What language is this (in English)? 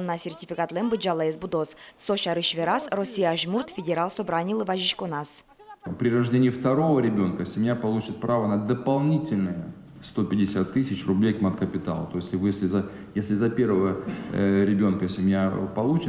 Udmurt